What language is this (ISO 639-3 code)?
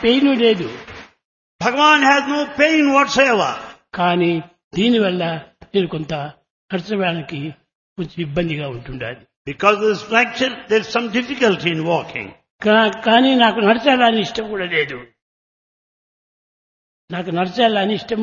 tel